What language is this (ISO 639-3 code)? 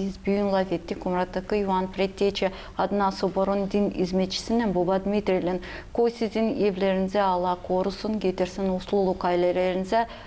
gag